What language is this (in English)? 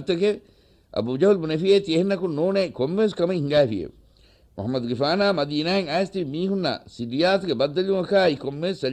Divehi